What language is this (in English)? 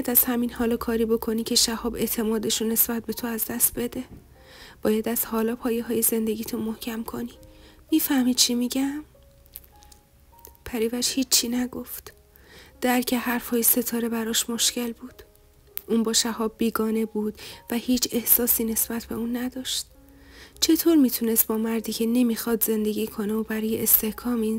Persian